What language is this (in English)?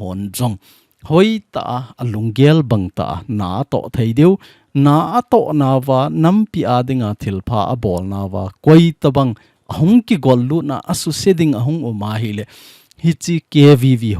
Thado Chin